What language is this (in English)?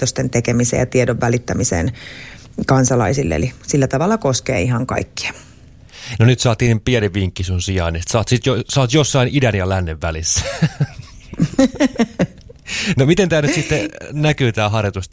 Finnish